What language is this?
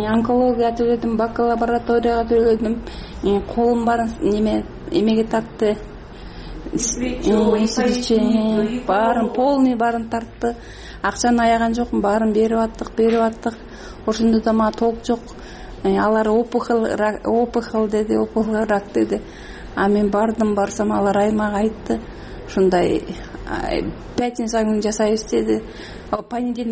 Kyrgyz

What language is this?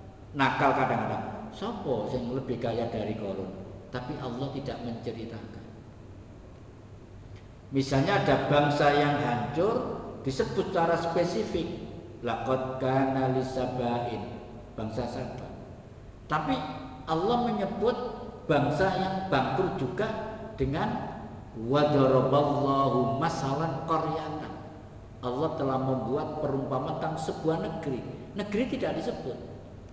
Indonesian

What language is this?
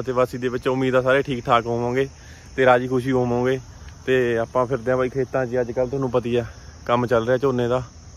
Punjabi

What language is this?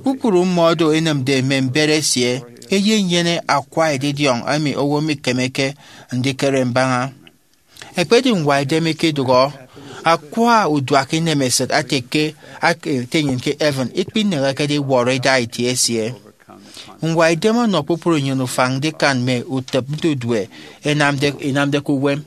Efik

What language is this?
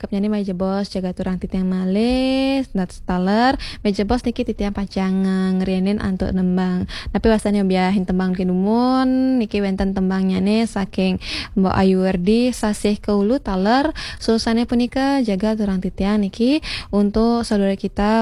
Balinese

